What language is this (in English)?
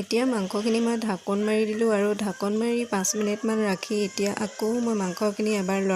Assamese